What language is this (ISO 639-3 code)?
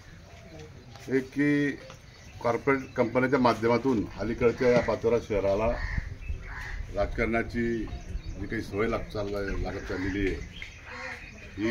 mar